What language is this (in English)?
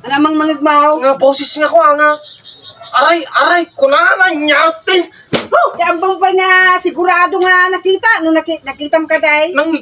Iloko